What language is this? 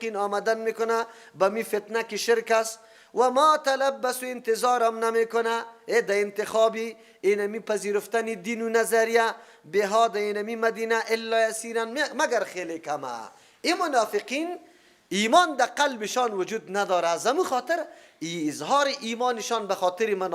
Persian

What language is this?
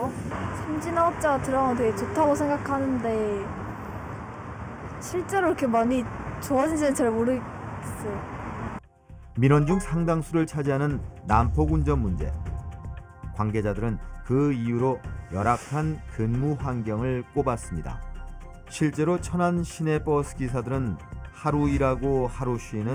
Korean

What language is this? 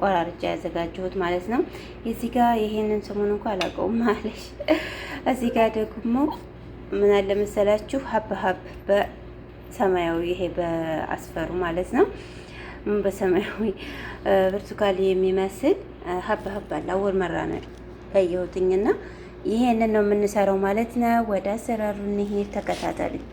Amharic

